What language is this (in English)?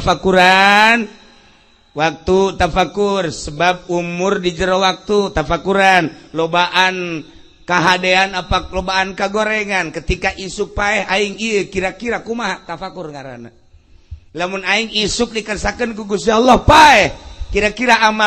Sundanese